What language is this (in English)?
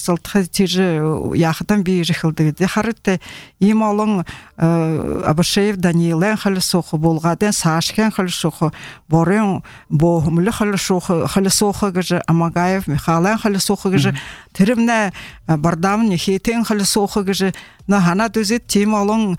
Buriat